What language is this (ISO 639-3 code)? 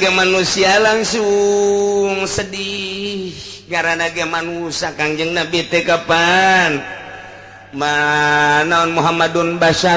sun